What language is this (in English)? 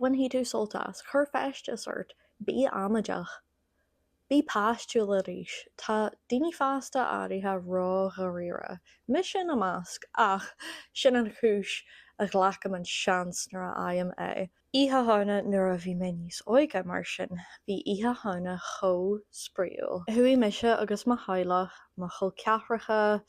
Irish